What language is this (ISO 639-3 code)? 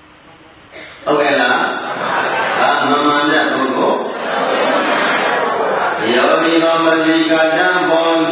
mya